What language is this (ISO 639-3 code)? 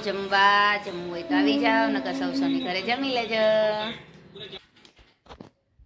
guj